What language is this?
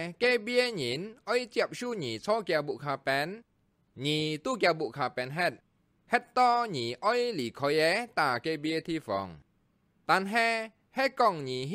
Hakka Chinese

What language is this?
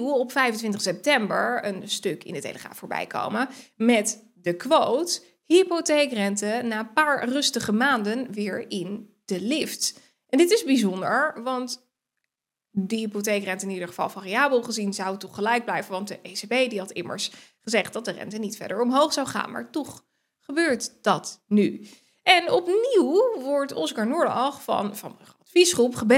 Dutch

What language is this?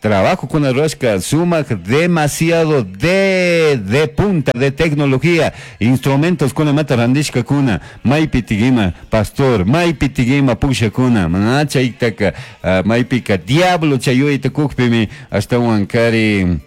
Chimborazo Highland Quichua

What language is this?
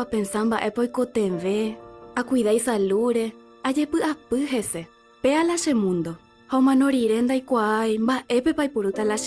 Guarani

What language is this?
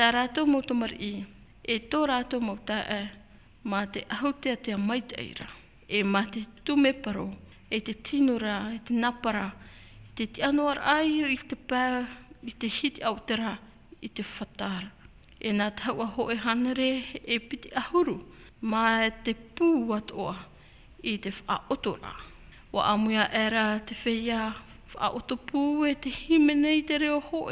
Tahitian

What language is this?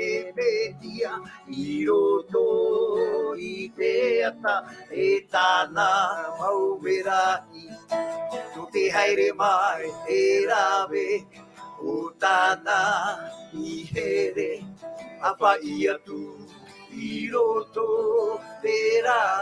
Tahitian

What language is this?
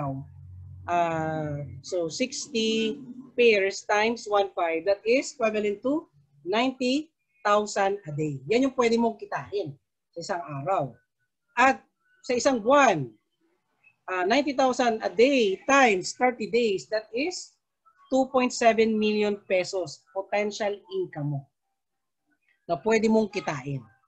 Filipino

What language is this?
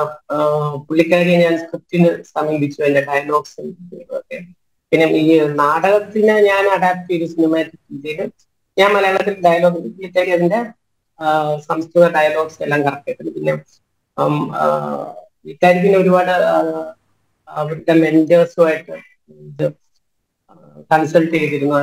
Malayalam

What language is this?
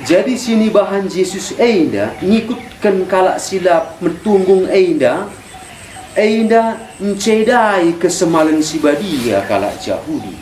Batak Karo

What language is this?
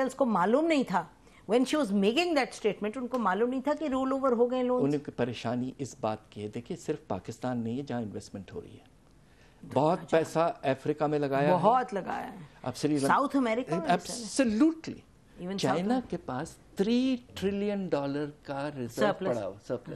Urdu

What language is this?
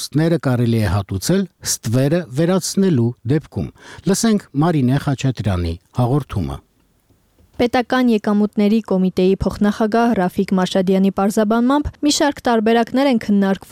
Armenian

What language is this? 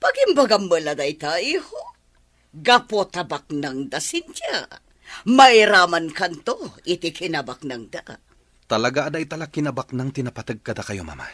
Iloko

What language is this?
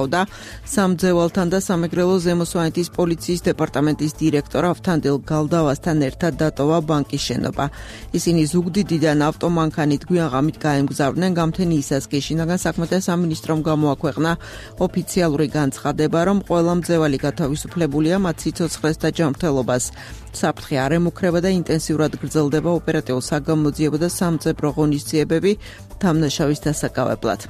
Georgian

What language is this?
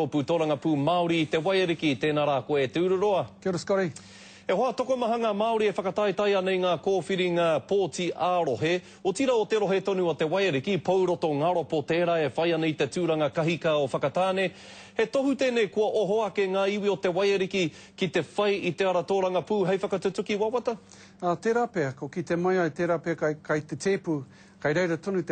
Māori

